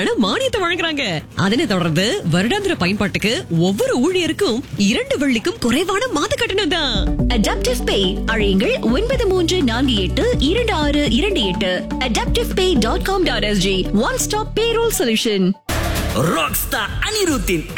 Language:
Tamil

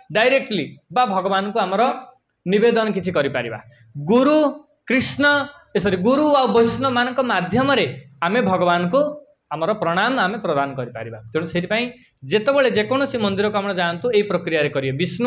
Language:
Odia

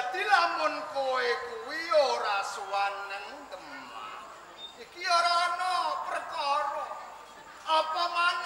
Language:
Javanese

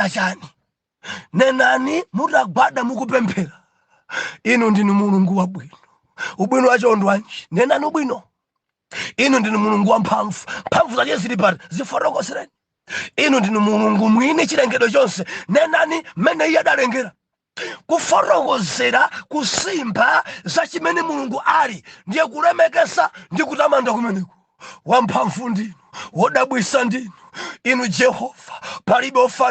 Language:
Nyanja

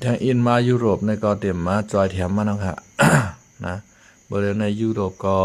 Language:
Shan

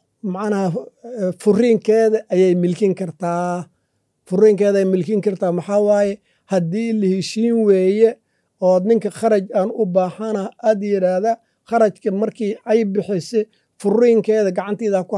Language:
Somali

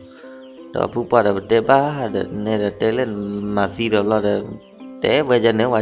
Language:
S'gaw Karen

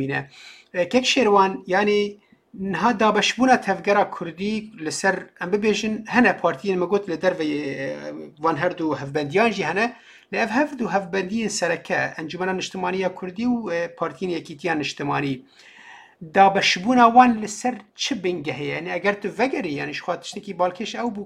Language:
Kurdish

